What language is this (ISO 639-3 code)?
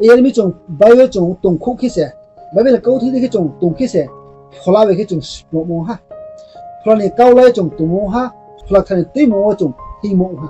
ria